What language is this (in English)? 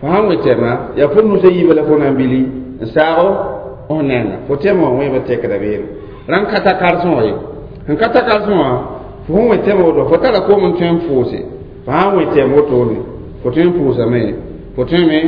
Mossi